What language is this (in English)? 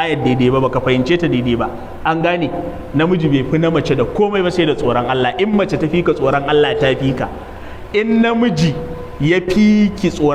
Hausa